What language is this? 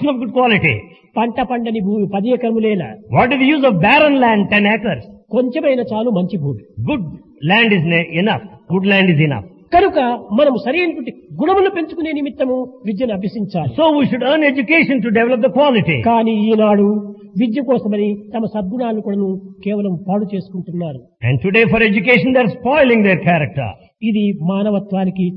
Telugu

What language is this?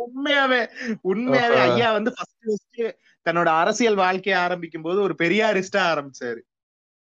Tamil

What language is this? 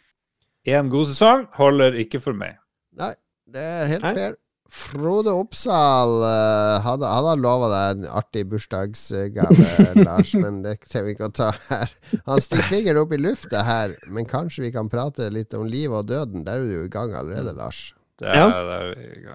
Norwegian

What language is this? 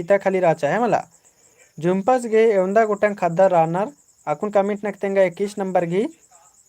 Kurukh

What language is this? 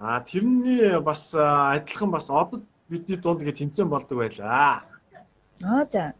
Mongolian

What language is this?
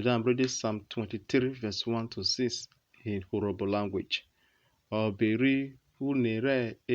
Urhobo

